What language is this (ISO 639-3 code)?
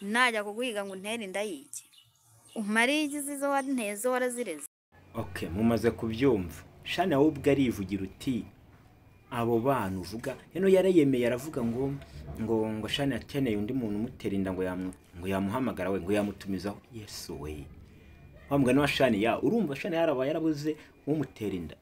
kin